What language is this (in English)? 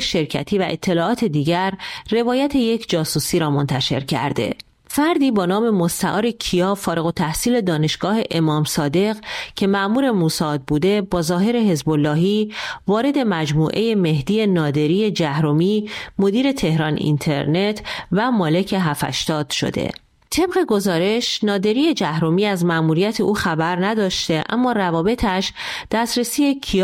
Persian